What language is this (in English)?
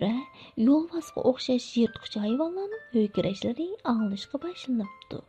Uyghur